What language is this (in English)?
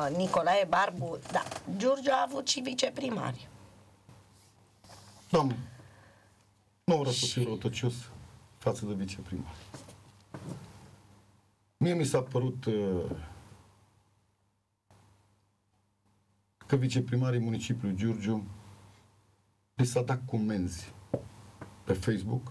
Romanian